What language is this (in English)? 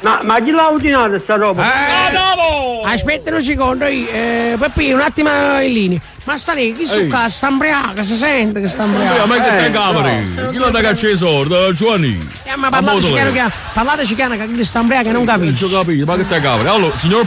Neapolitan